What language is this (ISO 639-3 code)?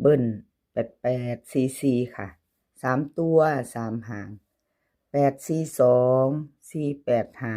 tts